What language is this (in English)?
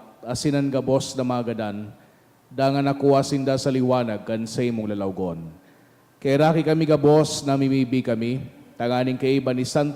Bikol